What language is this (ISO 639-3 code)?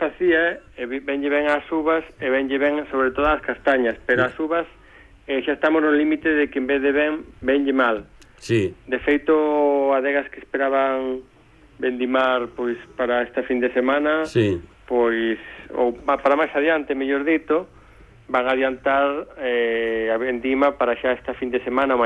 glg